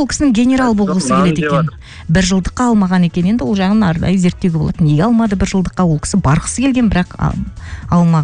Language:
Kazakh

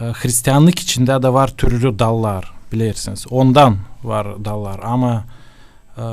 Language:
Gagauz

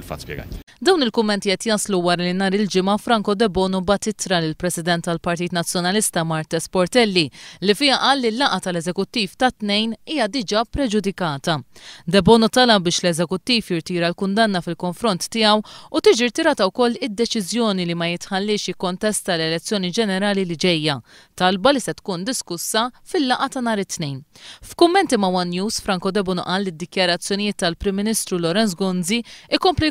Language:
Maltese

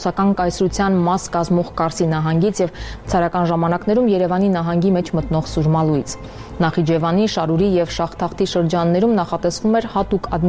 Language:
Armenian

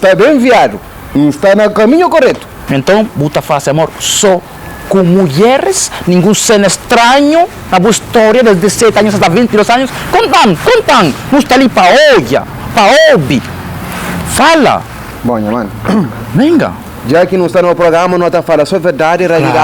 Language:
Kabuverdianu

